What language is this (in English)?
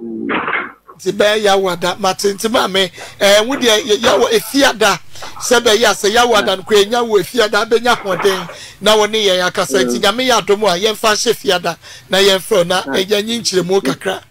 Akan